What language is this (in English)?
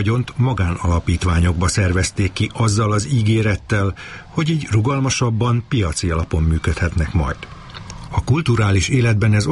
Hungarian